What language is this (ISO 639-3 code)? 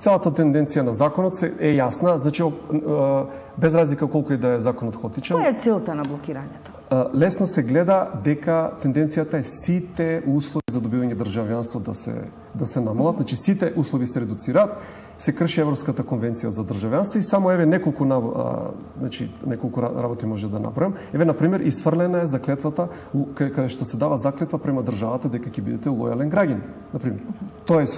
mkd